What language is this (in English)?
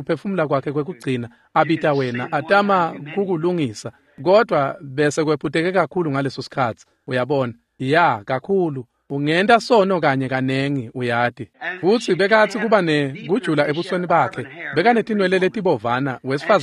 Swati